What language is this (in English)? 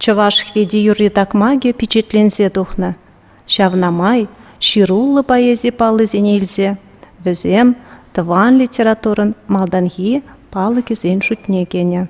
Chuvash